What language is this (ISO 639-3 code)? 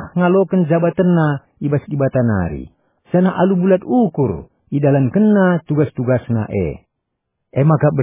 btx